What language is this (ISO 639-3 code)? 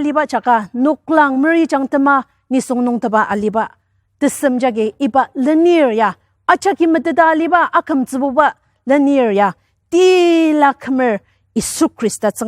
njo